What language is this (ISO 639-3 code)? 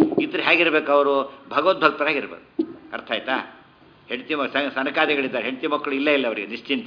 kan